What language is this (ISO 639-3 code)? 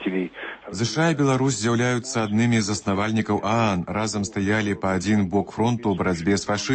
bel